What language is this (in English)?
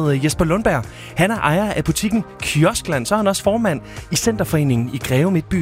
Danish